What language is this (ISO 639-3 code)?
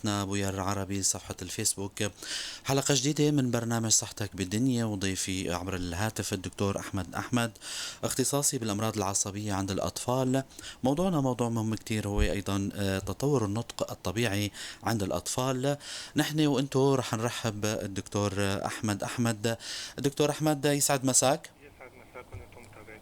apc